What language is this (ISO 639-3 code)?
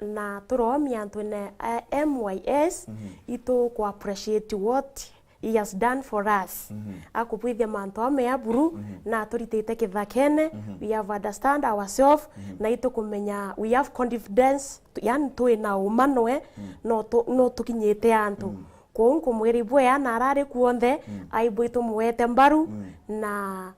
mer